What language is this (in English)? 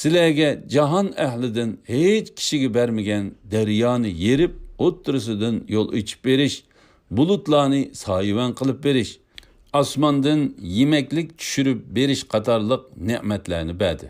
Uyghur